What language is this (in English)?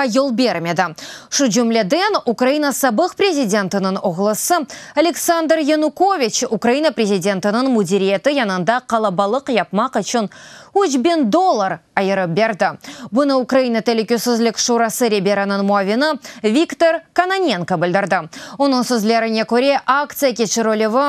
Crimean Tatar